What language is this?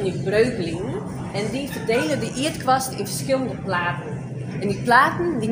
Western Frisian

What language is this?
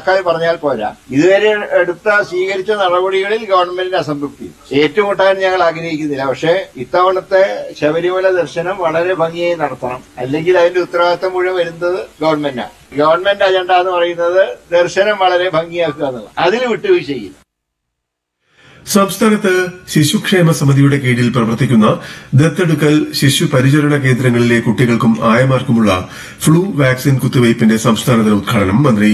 Malayalam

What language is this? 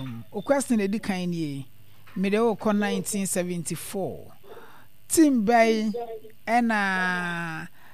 Akan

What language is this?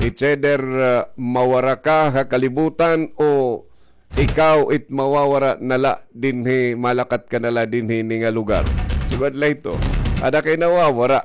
Waray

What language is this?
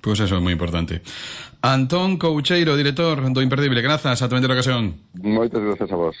Galician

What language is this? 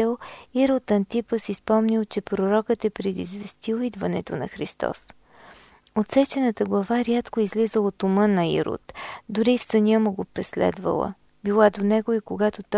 Bulgarian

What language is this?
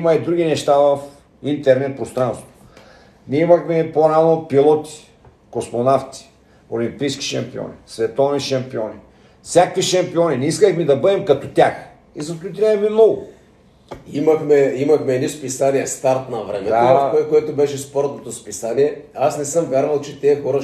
Bulgarian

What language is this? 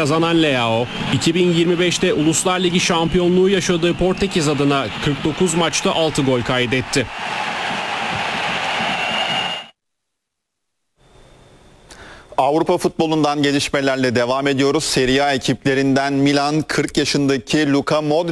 Turkish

